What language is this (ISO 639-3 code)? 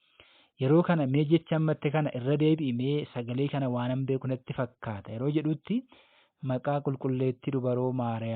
orm